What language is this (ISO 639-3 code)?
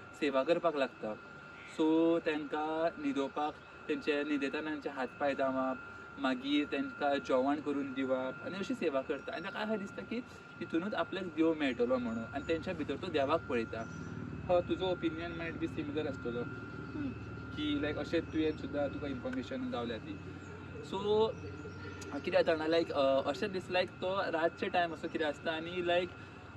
kok